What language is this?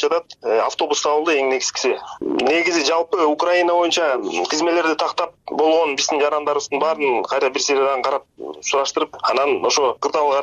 Kyrgyz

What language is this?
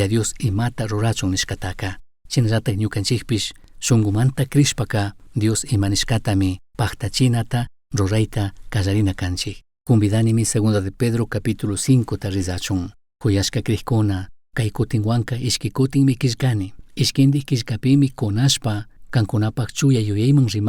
Chimborazo Highland Quichua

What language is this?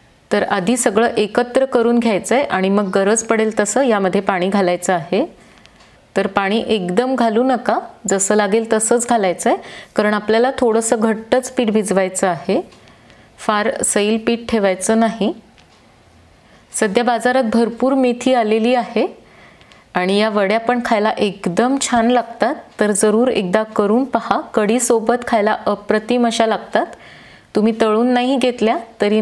Marathi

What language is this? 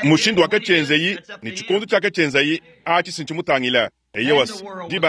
Luba-Lulua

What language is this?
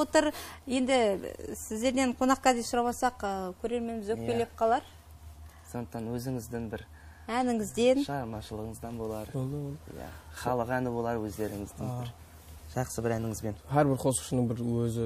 Kara-Kalpak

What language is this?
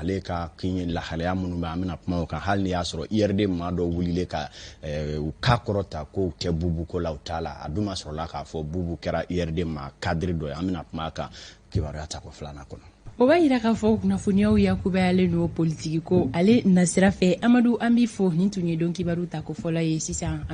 Bambara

